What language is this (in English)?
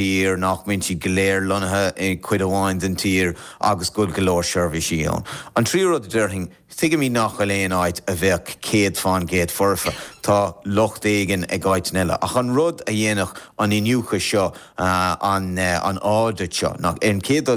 Irish